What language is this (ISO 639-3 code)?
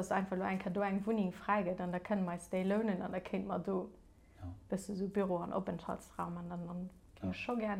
ltz